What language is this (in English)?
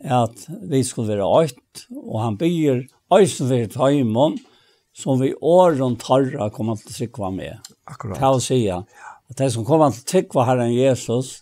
Faroese